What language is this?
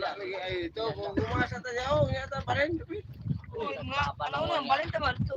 Cebuano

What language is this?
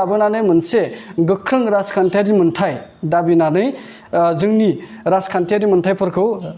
Bodo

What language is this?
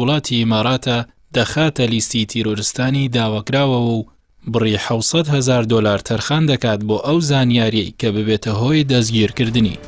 Central Kurdish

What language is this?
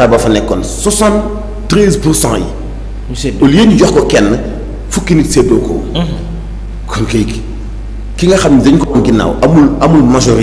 Wolof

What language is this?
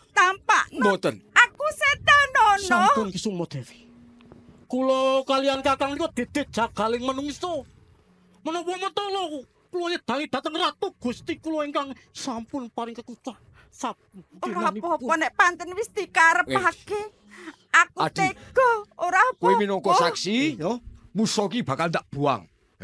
Javanese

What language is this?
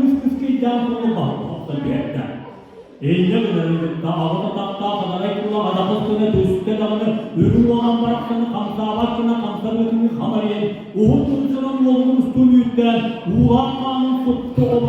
Yakut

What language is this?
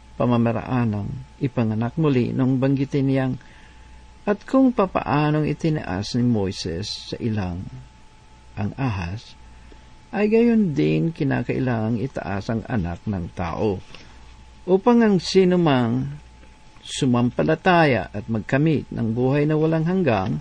Filipino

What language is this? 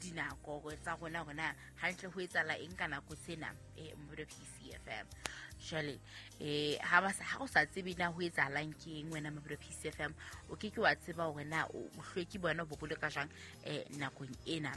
Southern Sotho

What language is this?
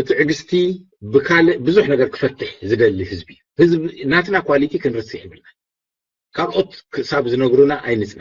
Tigrinya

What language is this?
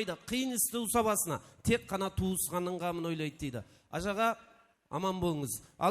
Kara-Kalpak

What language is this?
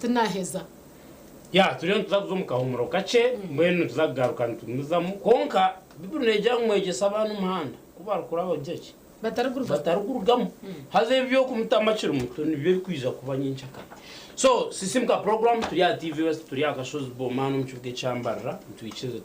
Nyankole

